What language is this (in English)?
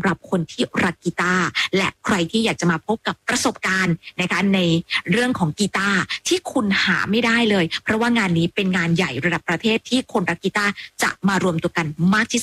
Thai